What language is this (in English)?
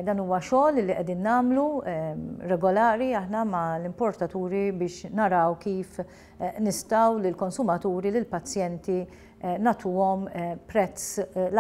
Maltese